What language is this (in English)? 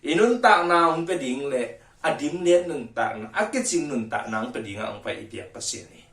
Tedim Chin